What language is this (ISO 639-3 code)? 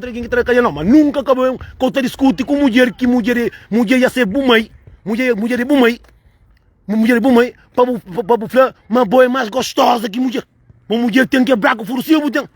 kea